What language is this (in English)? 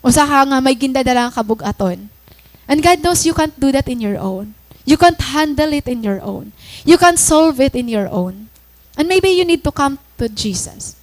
Waray